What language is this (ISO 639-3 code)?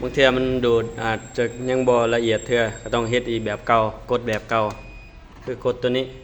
lao